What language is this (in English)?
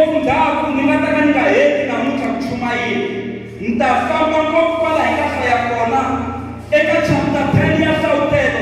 Tsonga